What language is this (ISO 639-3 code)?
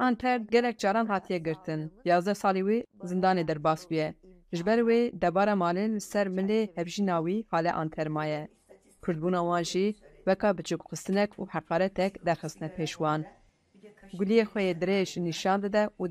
kur